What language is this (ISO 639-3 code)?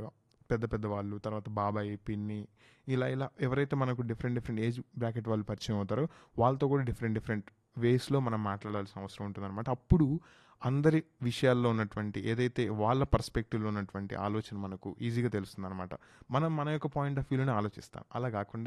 tel